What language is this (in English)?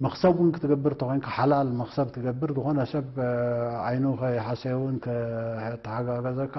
Tigrinya